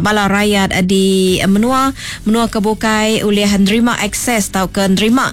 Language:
Iban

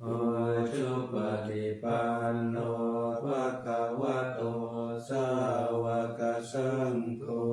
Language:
Pali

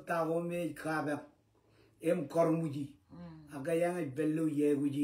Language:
Marshallese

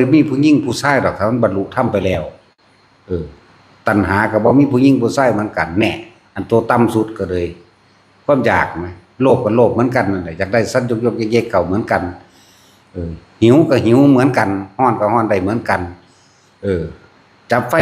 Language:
Northeastern Thai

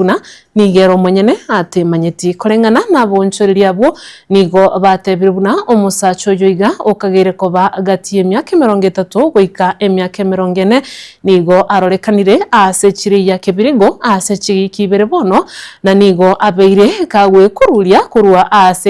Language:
Gusii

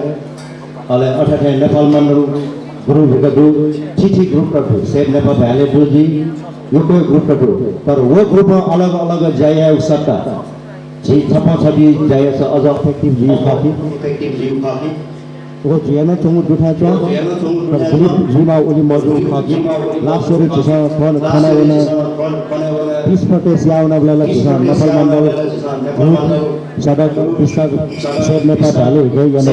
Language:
Newari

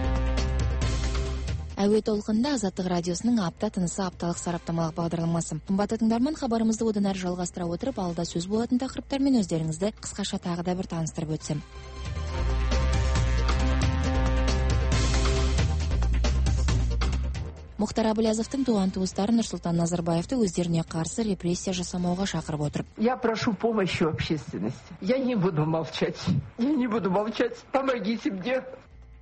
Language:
Kazakh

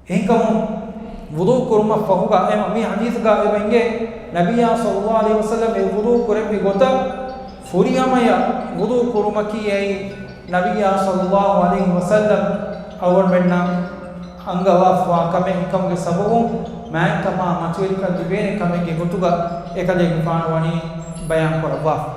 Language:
Divehi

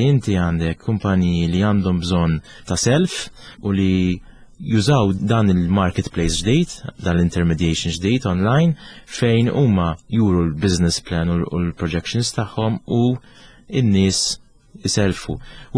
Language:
Maltese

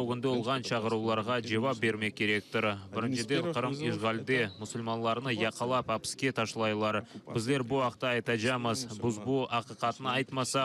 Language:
Crimean Tatar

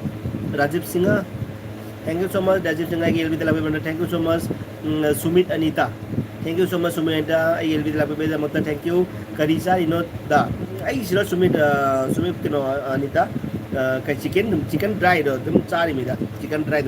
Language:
Manipuri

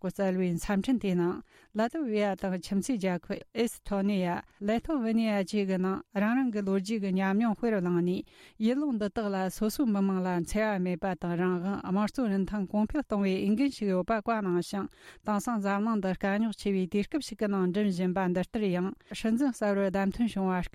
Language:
Tibetan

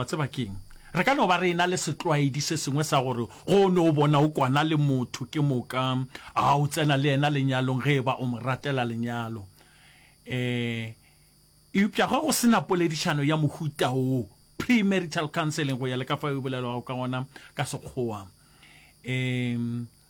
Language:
Northern Sotho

